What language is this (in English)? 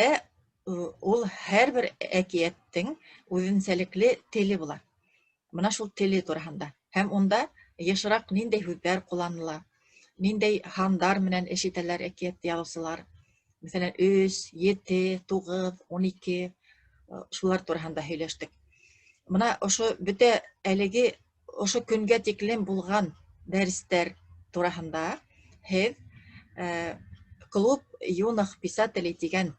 Bashkir